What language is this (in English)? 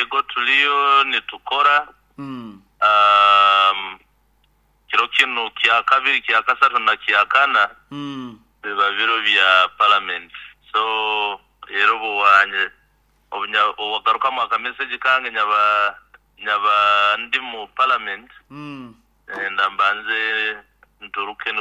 Nyoro